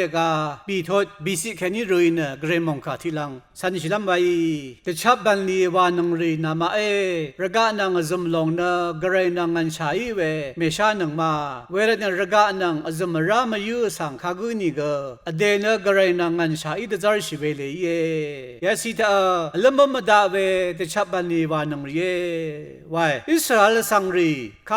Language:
Rawang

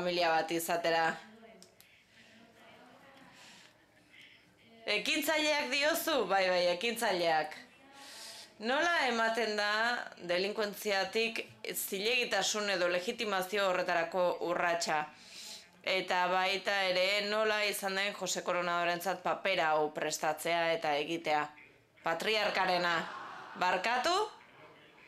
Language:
Basque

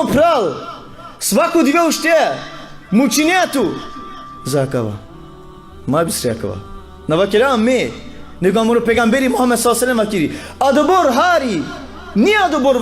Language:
Balkan Romani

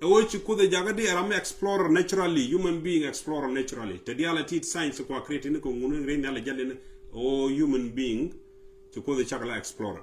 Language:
Nuer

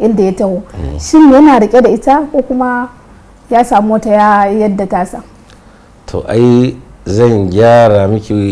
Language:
Hausa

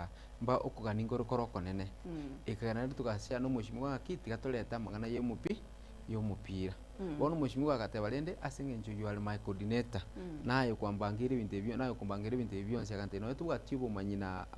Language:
Gusii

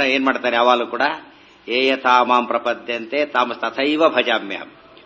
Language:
Kannada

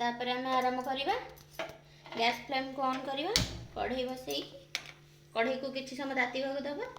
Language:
Odia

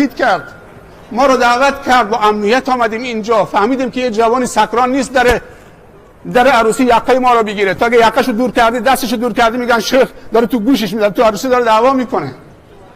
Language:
Tajik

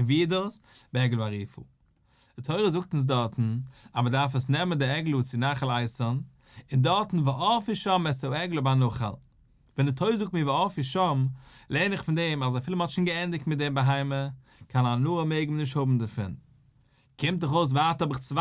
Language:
Yiddish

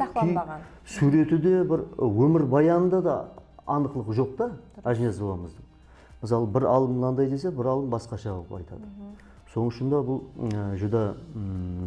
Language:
Kara-Kalpak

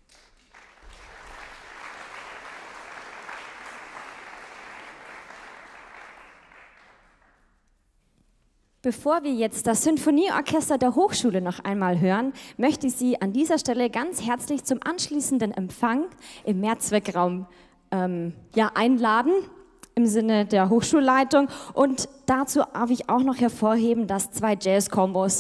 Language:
German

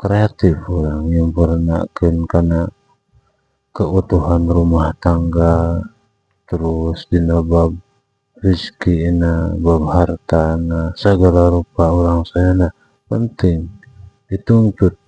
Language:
Sundanese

